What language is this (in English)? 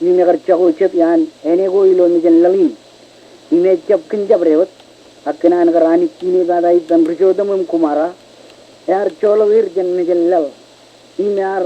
Marshallese